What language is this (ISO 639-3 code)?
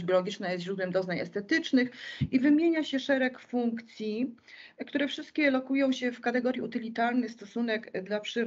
pol